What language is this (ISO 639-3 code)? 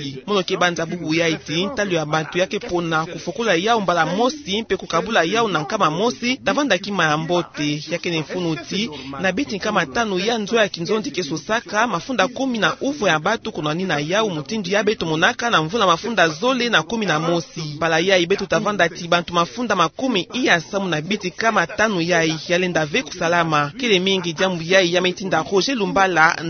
ktu